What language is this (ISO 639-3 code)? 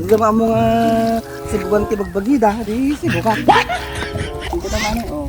ilo